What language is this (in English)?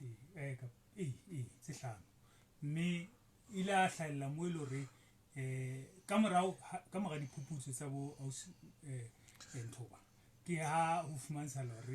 Southern Sotho